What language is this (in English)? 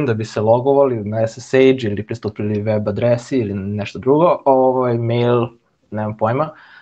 Serbian